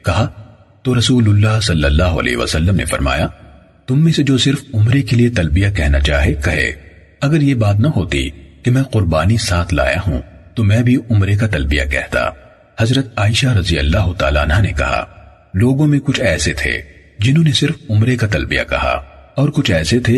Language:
Urdu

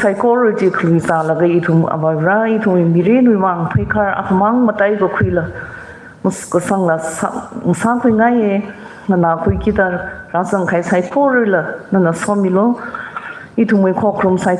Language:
Tangkhul Naga (India)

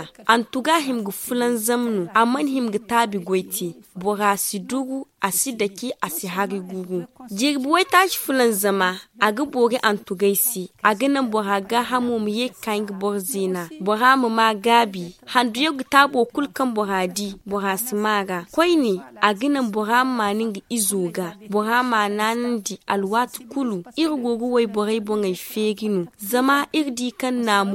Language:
Zarma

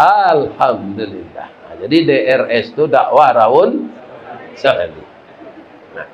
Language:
Minangkabau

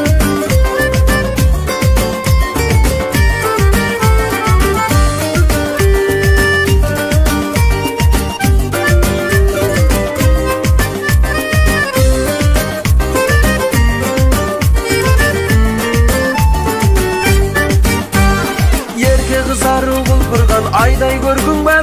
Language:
Kazakh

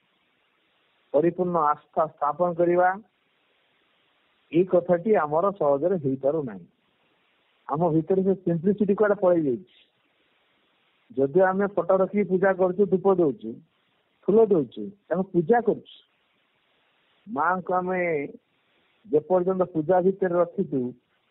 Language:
Odia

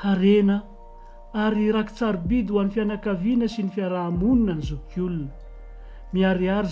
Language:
Malagasy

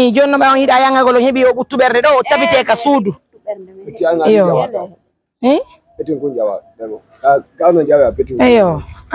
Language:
Pular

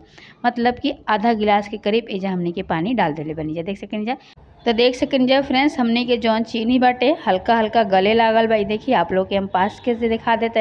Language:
Bhojpuri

